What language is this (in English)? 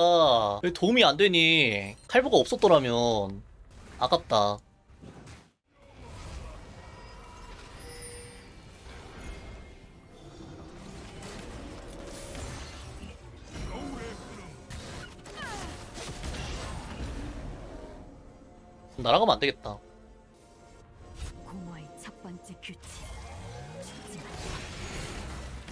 Korean